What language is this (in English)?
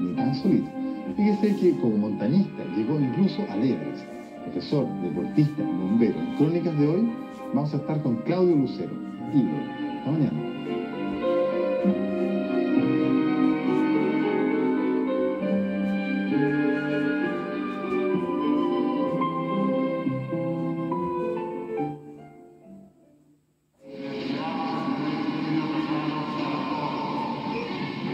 Spanish